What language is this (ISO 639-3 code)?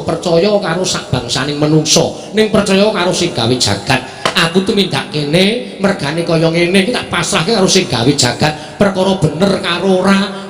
jav